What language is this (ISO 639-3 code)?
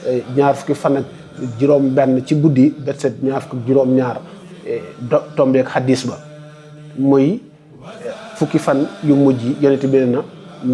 wol